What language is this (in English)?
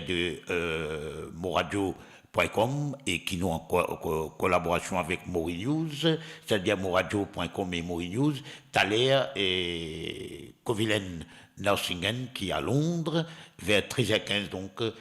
Morisyen